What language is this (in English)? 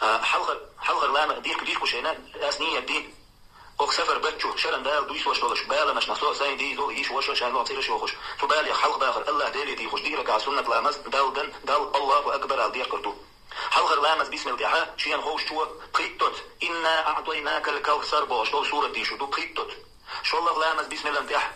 Chechen